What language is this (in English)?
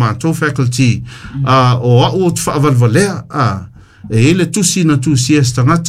Samoan